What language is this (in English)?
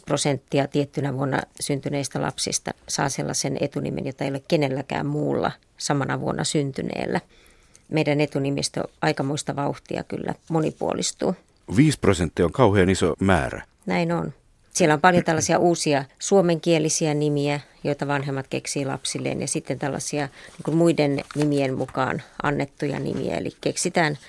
Finnish